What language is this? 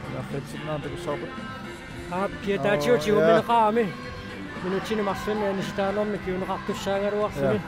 Kalaallisut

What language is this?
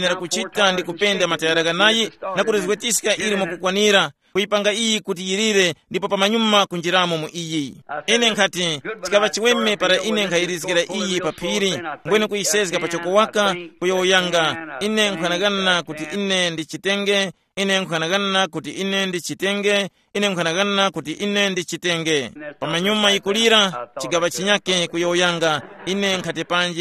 Tumbuka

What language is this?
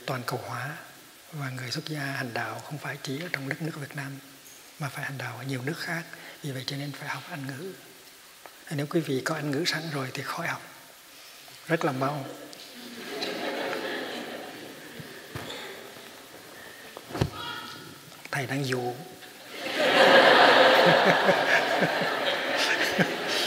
Vietnamese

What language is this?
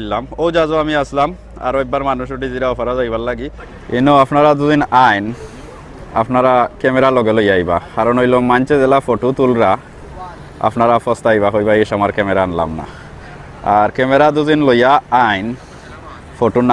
Sylheti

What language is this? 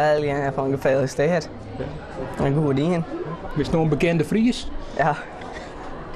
Western Frisian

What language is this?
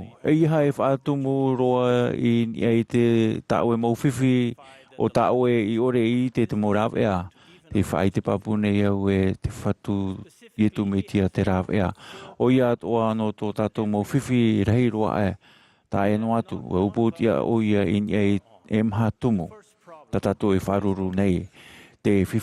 Tahitian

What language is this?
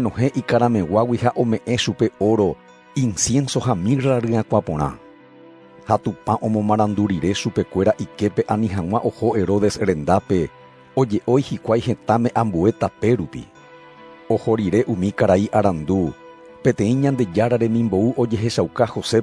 Guarani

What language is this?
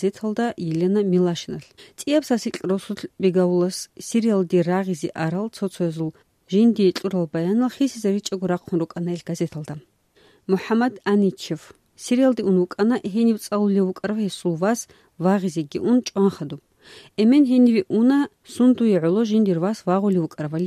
Avaric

